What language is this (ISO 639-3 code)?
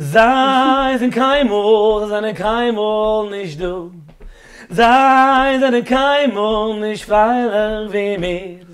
yid